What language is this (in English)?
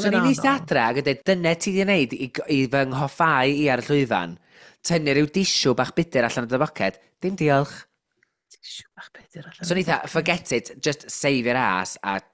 Welsh